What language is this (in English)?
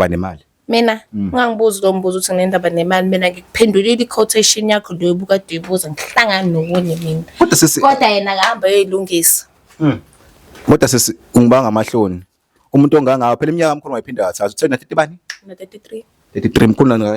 Zulu